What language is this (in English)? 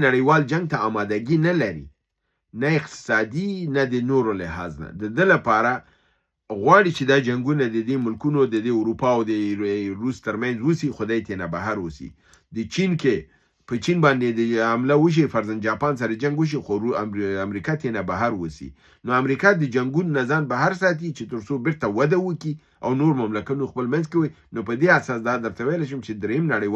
Pashto